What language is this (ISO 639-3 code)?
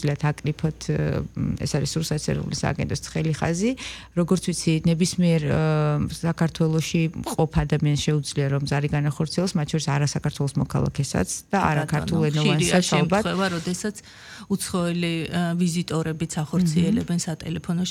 kat